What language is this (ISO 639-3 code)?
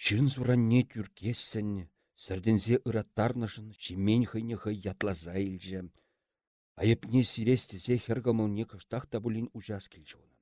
chv